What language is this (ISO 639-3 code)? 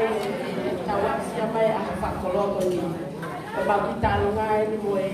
ton